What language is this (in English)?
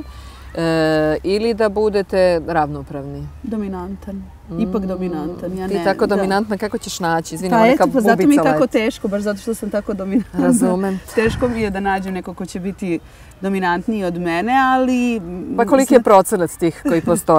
Serbian